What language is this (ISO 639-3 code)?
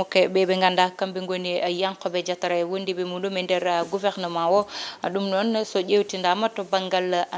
ful